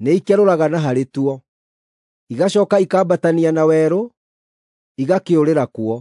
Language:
Kikuyu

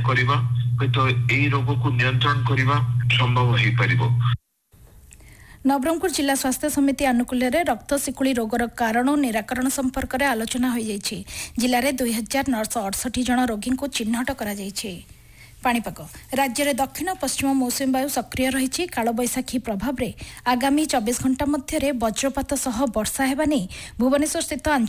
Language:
Odia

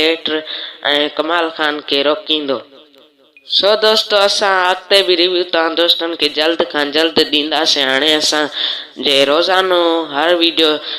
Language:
Sindhi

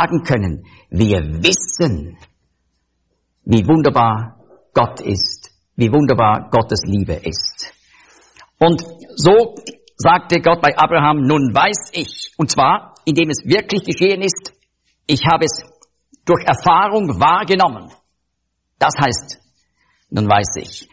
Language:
German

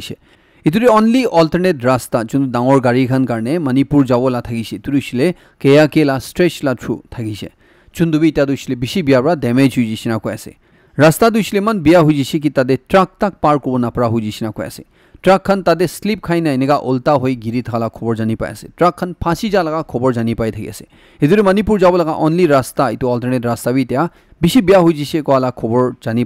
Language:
Naga Pidgin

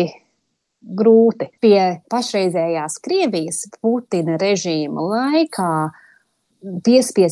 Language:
Latvian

